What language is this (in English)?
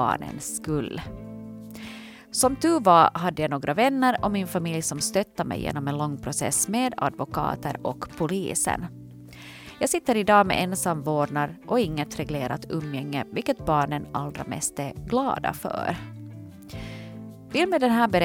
Swedish